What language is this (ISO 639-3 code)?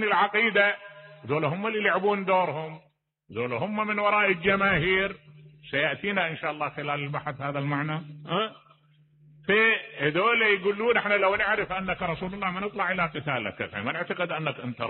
acm